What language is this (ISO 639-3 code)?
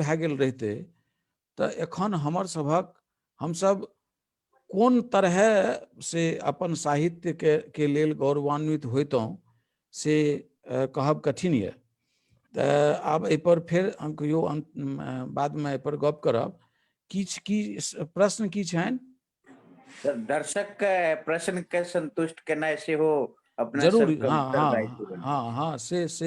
mai